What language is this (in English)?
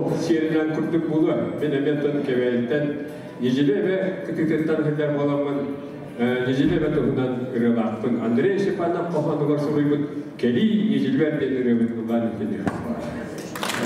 Yakut